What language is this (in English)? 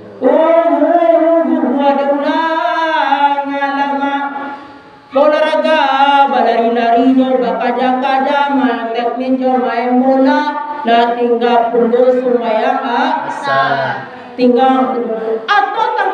Minangkabau